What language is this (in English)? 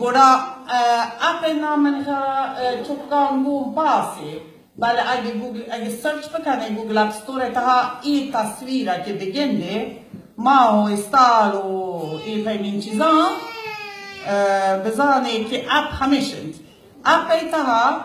Baluchi